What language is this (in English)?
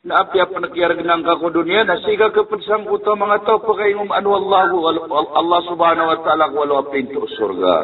Maranao